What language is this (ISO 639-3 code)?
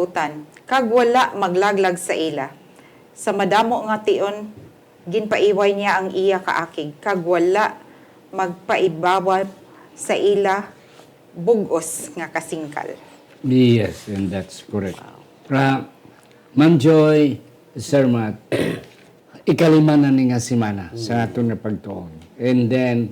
hil